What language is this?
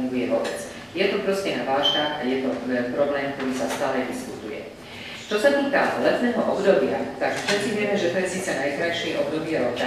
Slovak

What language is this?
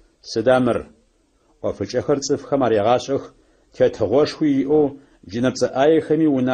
Adyghe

